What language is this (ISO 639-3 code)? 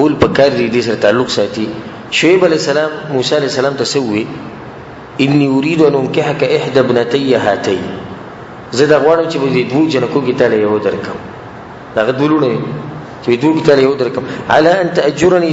pus